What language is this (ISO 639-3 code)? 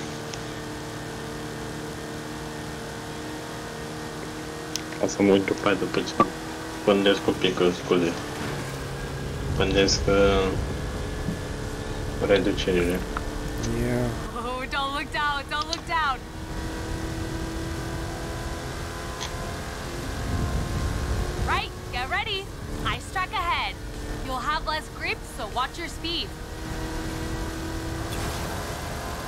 ron